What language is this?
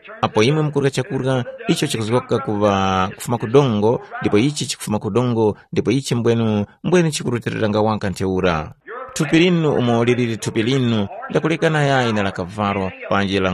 Tumbuka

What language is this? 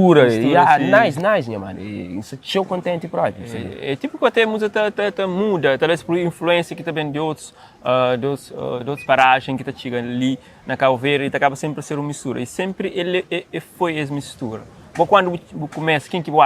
Kabuverdianu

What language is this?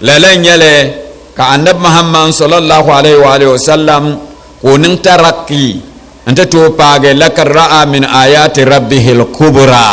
Dagbani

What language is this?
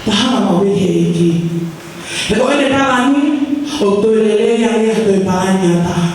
Tongan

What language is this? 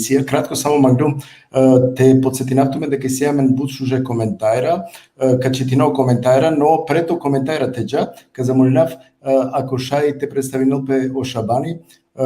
Balkan Romani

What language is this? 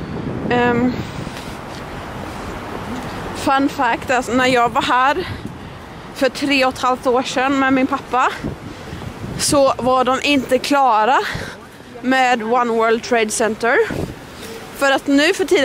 Swedish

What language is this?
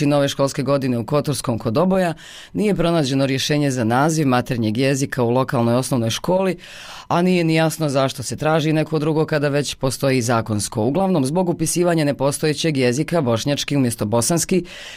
Bosnian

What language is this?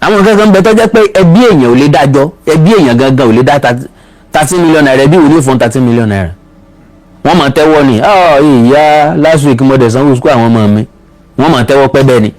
Yoruba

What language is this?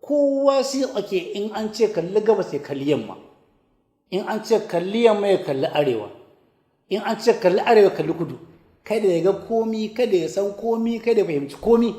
Hausa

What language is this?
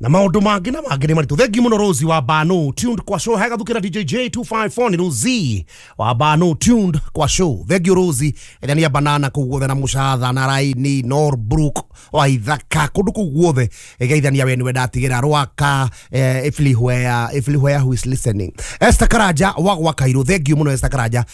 Kikuyu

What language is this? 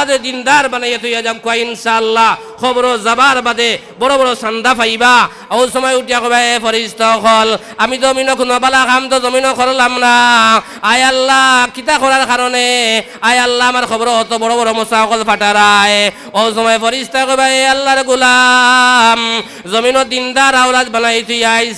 Sylheti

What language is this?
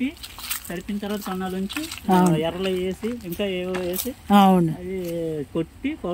Telugu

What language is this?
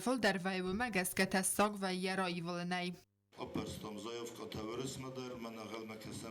Ossetic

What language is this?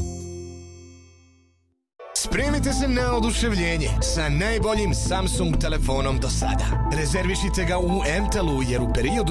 Serbian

